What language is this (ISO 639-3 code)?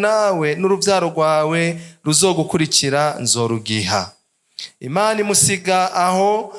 run